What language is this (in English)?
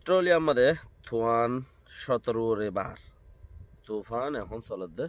Rohingya